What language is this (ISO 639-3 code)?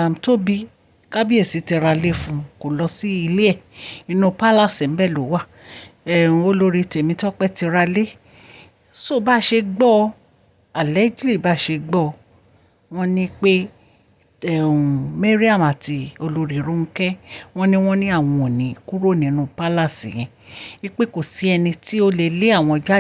yor